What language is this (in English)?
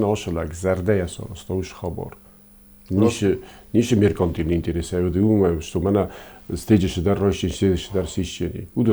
Ossetic